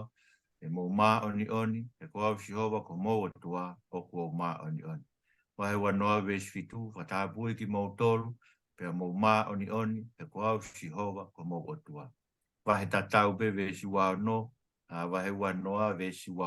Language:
Tongan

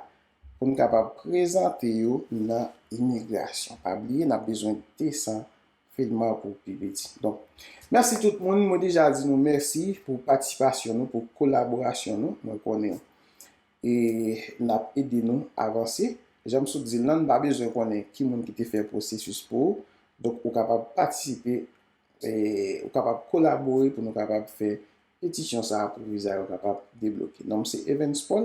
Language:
Haitian Creole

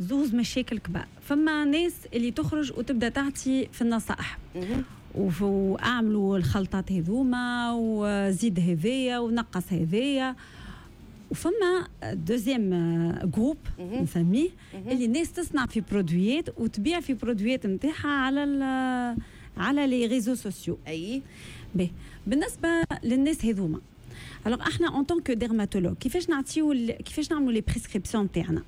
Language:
Tunisian Arabic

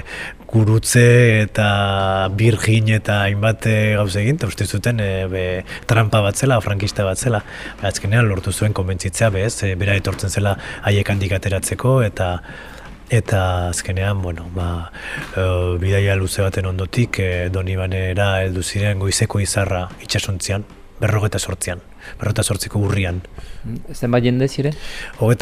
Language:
Basque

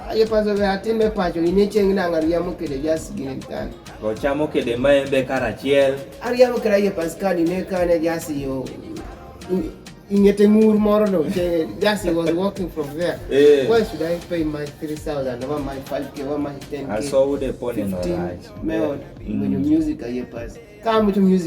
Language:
Kumam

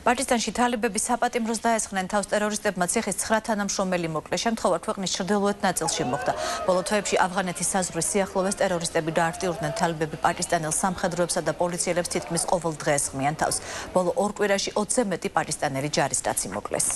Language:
Georgian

